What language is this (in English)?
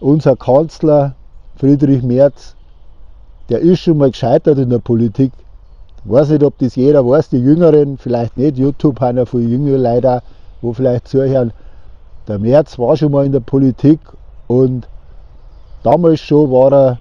Bavarian